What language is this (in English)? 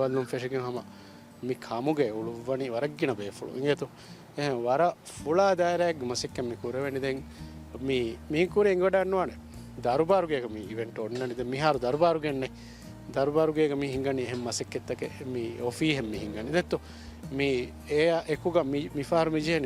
Divehi